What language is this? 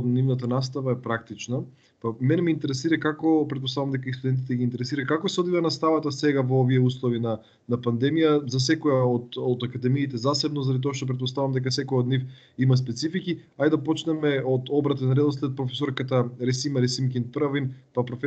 Macedonian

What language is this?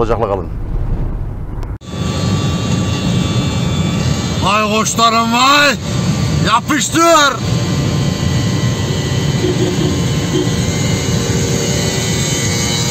Turkish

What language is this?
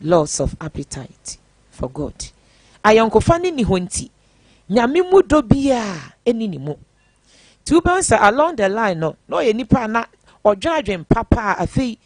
Akan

